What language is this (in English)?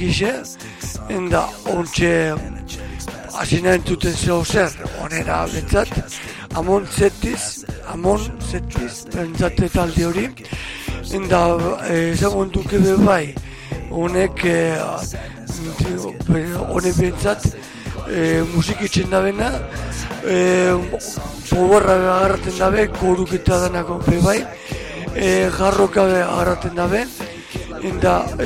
Basque